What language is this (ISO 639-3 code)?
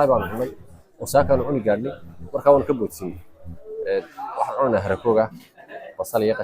som